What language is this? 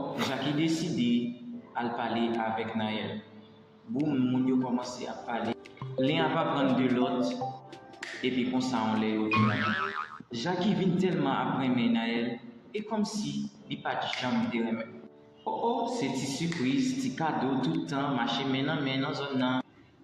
Haitian Creole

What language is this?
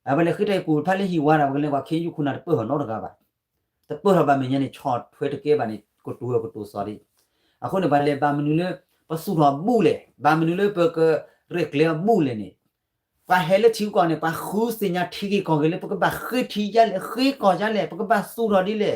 S'gaw Karen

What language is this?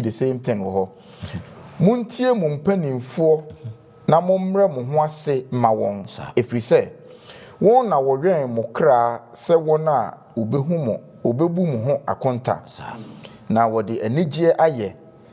Akan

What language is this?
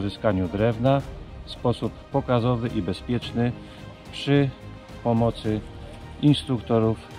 Polish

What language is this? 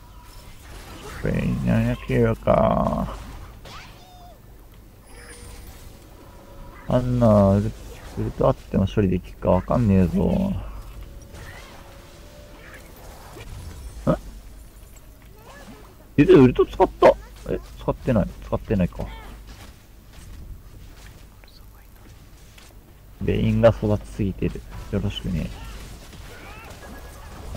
Japanese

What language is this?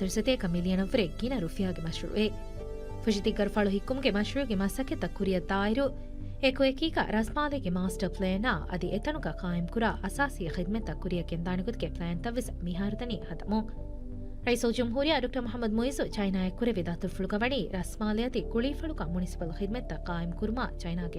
Divehi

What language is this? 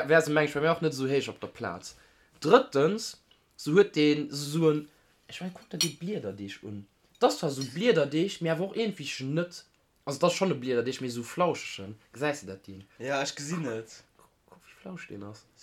Luxembourgish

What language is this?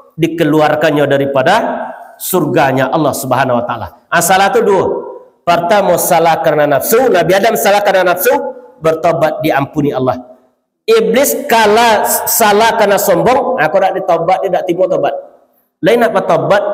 Minangkabau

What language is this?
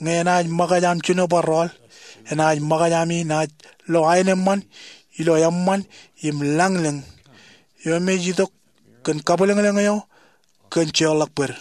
Marshallese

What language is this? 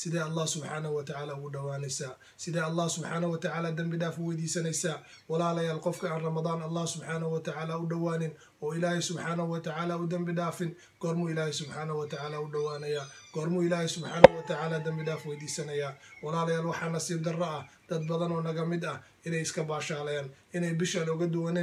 Somali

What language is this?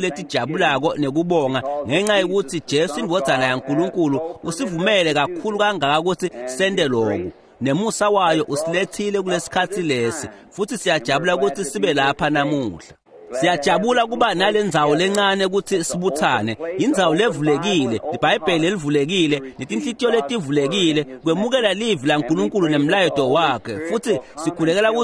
Swati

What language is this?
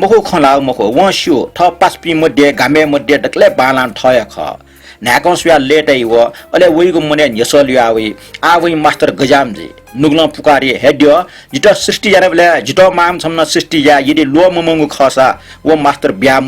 Newari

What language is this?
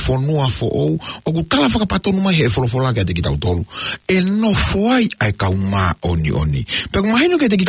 Tongan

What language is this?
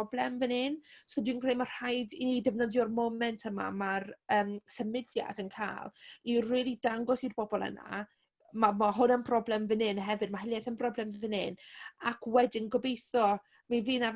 Welsh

